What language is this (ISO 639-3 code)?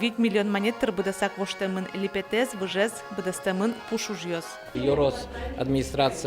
udm